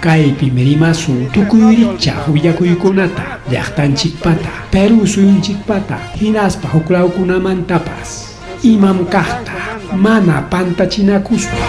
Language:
Ayacucho Quechua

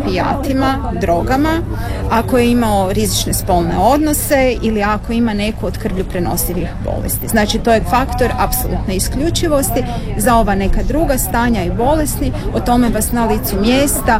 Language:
Croatian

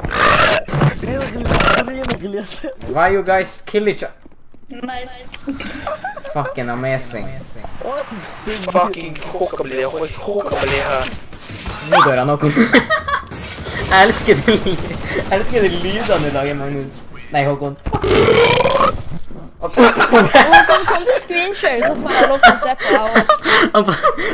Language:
Norwegian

